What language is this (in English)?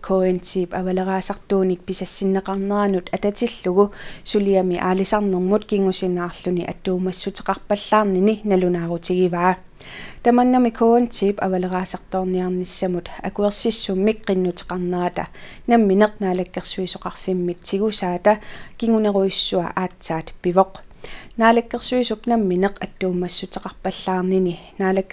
Kalaallisut